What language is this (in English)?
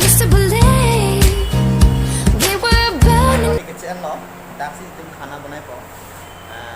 Karbi